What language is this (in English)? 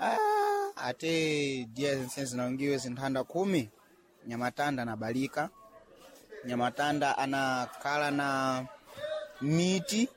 Sena